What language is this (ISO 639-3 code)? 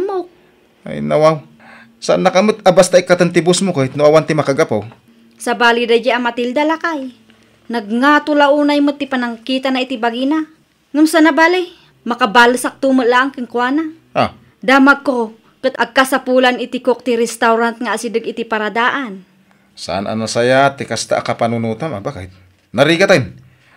ilo